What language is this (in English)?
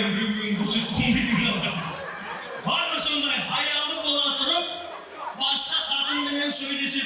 Kara-Kalpak